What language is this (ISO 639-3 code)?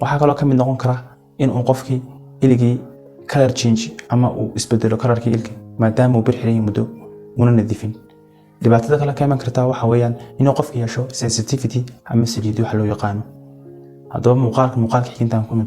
som